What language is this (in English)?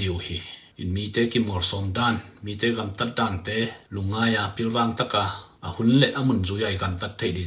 Tedim Chin